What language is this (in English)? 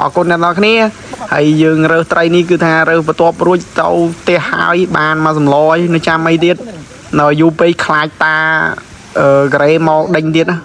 Khmer